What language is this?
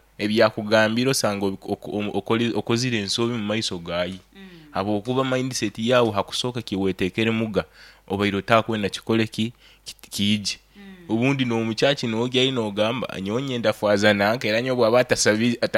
Nyoro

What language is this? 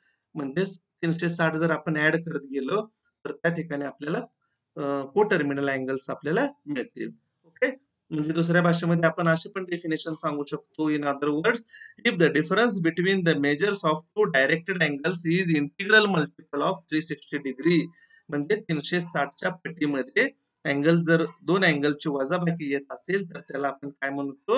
Marathi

